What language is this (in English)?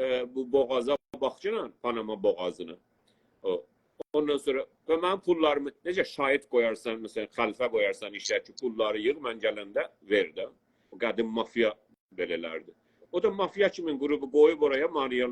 South Azerbaijani